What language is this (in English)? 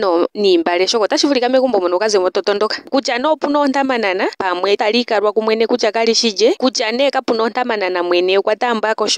Ndonga